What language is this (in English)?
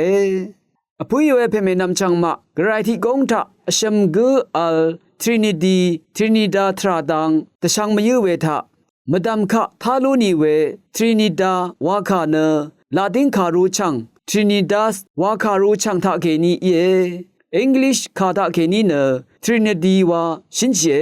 Rawang